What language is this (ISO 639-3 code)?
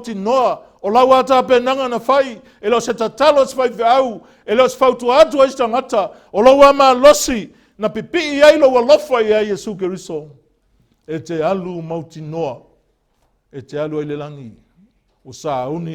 smo